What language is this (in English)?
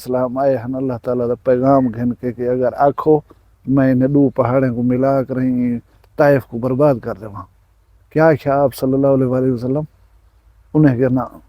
Saraiki